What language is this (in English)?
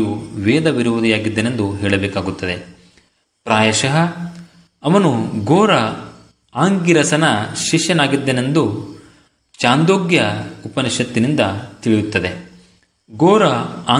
Kannada